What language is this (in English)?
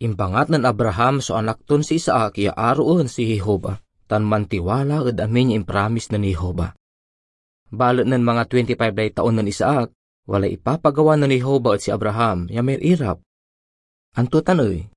Pangasinan